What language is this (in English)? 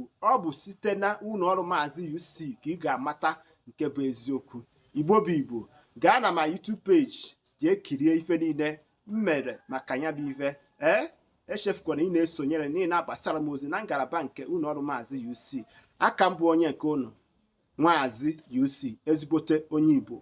Igbo